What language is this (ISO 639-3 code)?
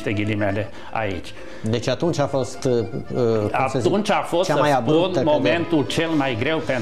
ron